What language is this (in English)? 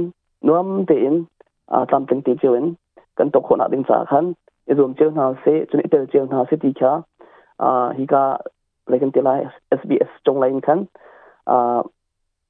Hakha Chin